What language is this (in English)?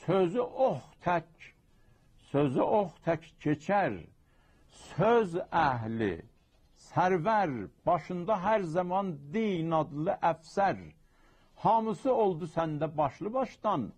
South Azerbaijani